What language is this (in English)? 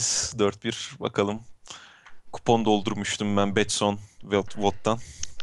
Turkish